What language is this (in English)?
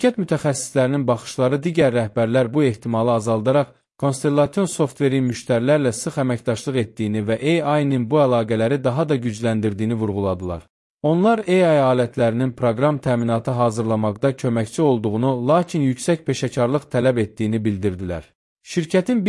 Azerbaijani